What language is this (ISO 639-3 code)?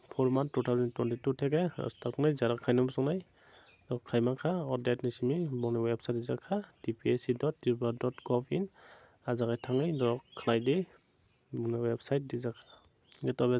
trp